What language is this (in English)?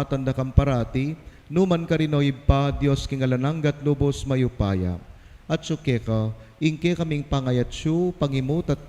Pampanga